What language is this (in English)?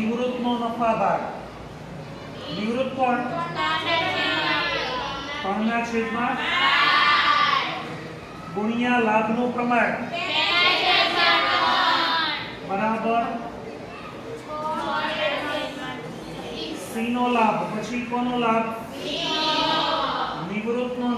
Gujarati